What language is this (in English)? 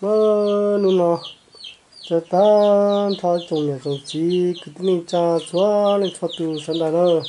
Hmong